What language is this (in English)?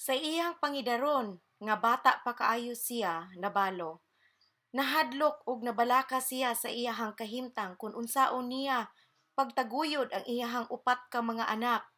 Cebuano